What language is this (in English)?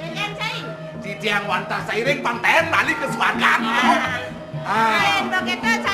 Balinese